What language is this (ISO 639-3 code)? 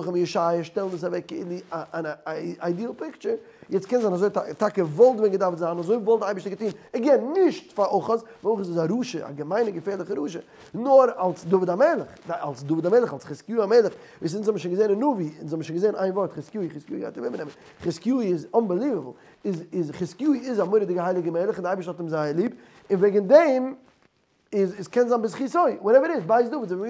yid